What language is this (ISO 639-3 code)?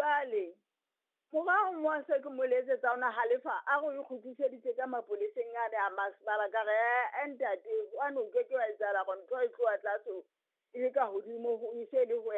sot